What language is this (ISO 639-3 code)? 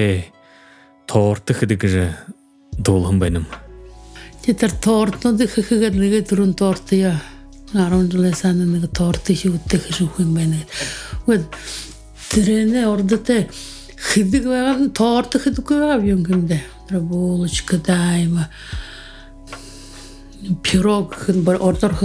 bua